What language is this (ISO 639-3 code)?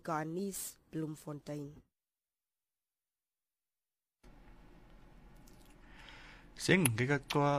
afr